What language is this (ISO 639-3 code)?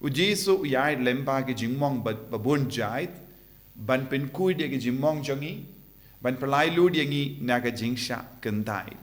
kha